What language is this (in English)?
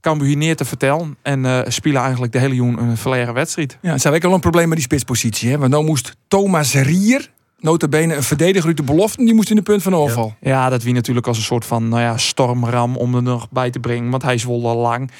Western Frisian